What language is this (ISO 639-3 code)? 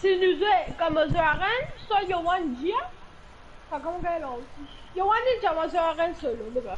mfe